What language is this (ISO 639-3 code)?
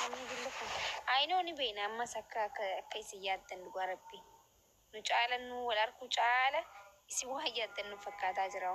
orm